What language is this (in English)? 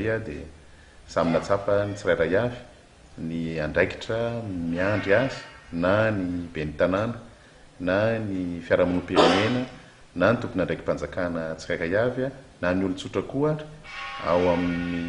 Malagasy